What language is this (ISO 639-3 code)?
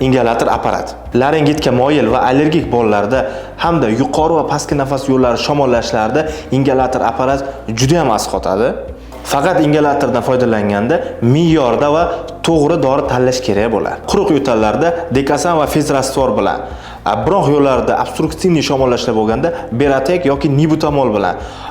uzb